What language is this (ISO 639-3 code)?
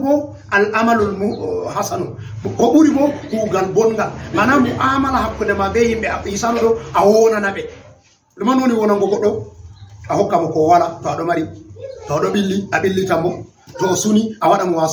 ful